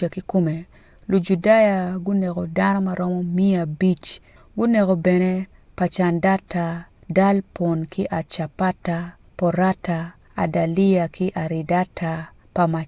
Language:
Acoli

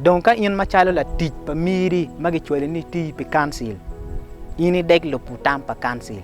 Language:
Acoli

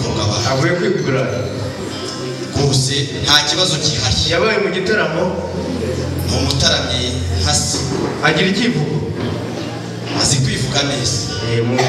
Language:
Kinyarwanda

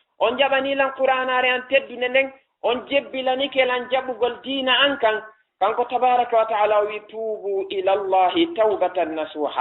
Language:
Fula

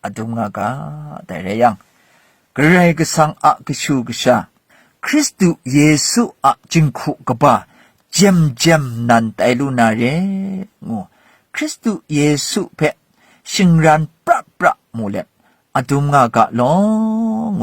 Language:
Kachin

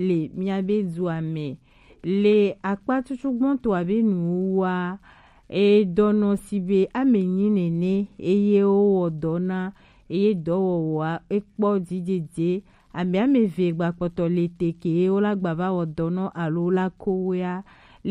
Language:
Gen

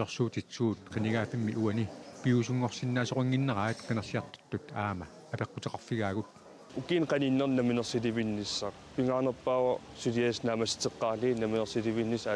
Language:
Kalaallisut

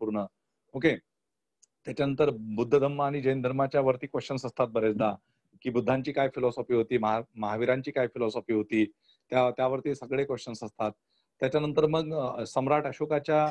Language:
Marathi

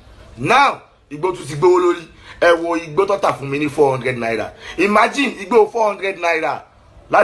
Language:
Yoruba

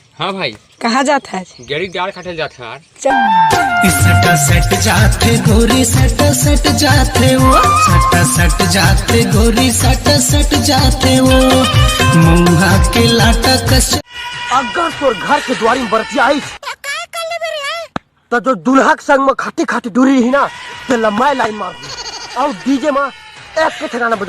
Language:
Chhattisgarhi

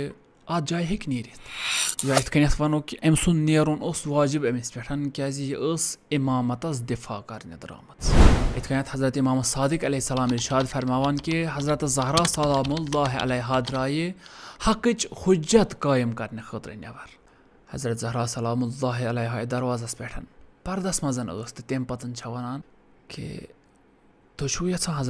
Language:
Kashmiri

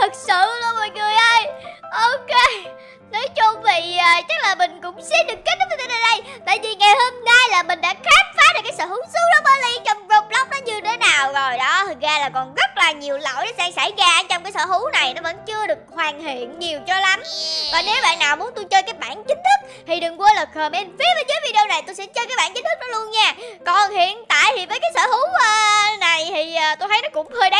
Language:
Vietnamese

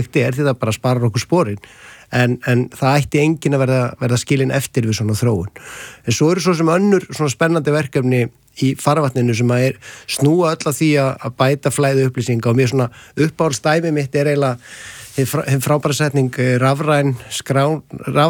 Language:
Icelandic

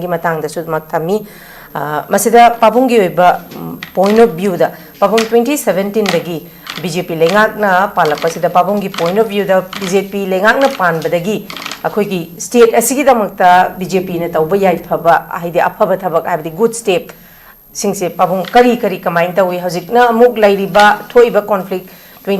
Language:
Manipuri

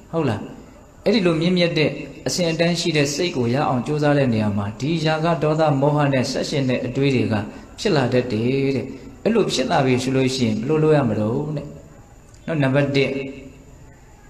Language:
Burmese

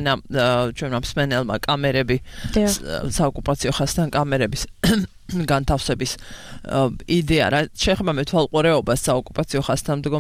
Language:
Georgian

